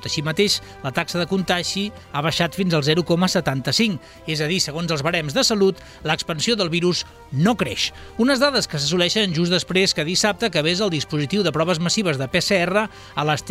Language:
Catalan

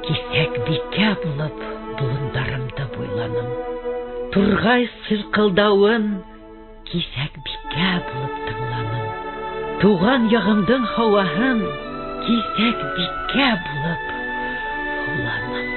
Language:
Bashkir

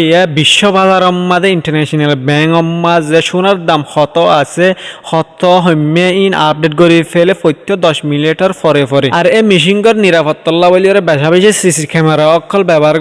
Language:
Rohingya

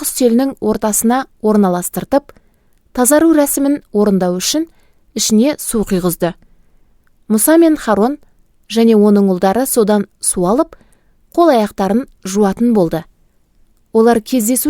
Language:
Kazakh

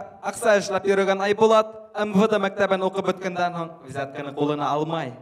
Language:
Bashkir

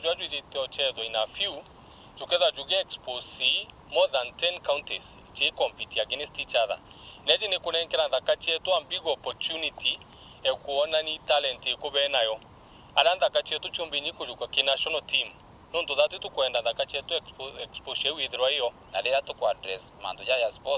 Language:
Meru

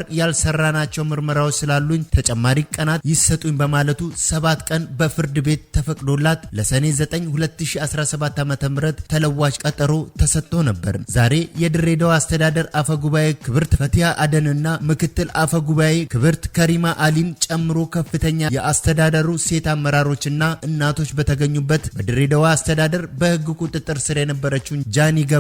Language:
Amharic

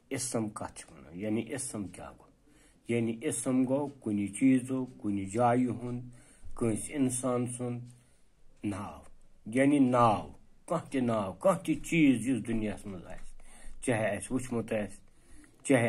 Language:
Kashmiri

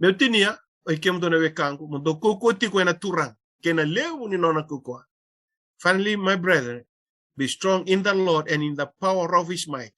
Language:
Fijian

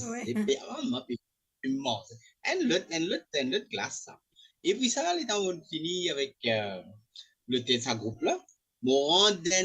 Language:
Morisyen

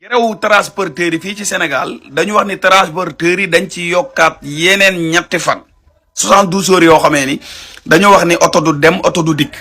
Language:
Wolof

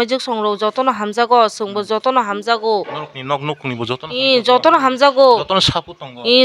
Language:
Kok Borok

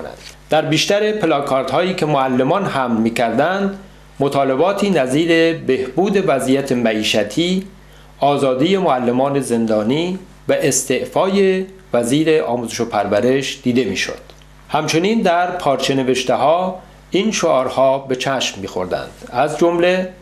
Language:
Persian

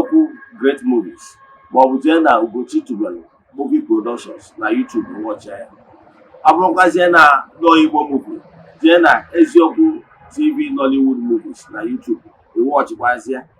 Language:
Igbo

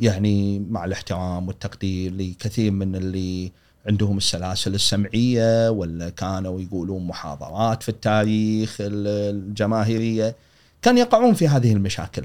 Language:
Gulf Arabic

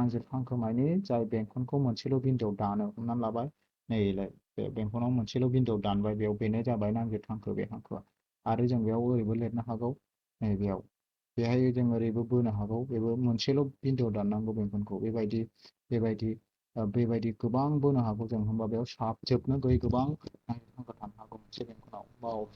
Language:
Bodo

